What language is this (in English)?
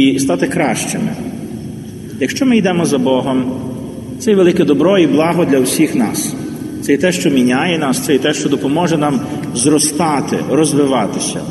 Ukrainian